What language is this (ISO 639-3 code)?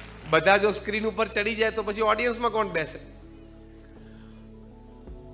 guj